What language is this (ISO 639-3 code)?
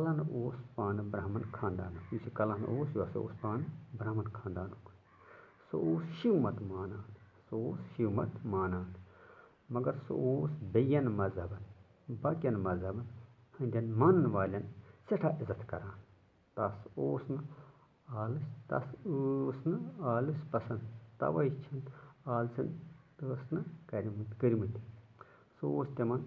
kas